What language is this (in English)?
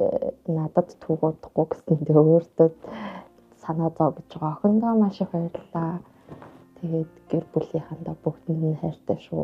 Mongolian